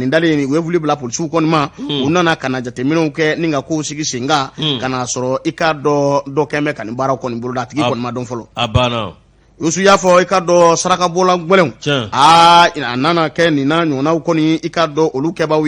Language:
Bambara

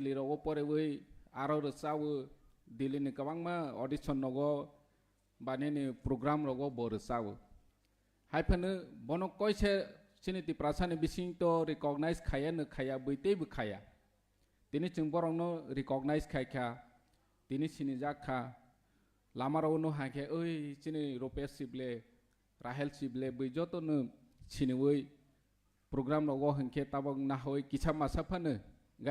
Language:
Kok Borok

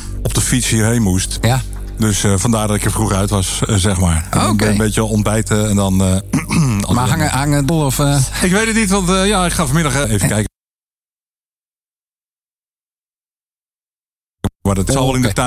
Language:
Dutch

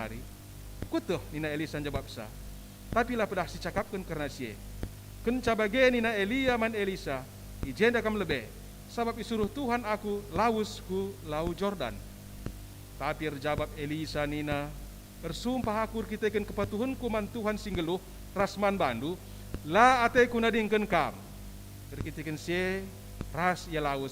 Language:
Batak Karo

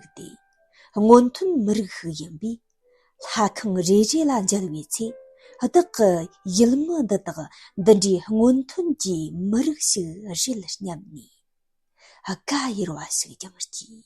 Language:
Tibetan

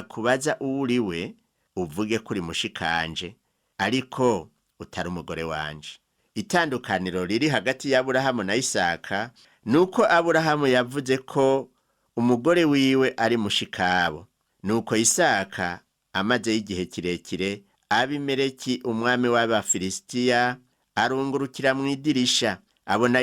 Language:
Rundi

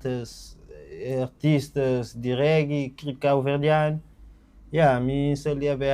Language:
Kabuverdianu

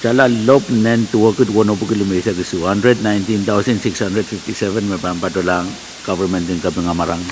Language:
Pohnpeian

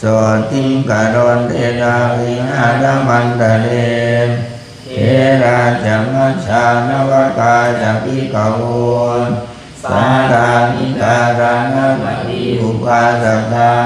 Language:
Pali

